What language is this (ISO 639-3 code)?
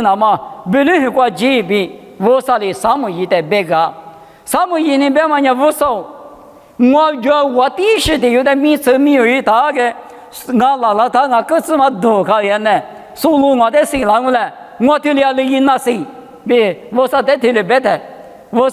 lis